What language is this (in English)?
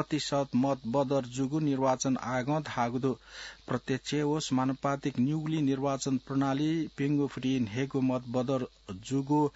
Newari